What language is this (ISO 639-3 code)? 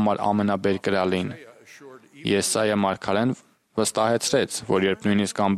hye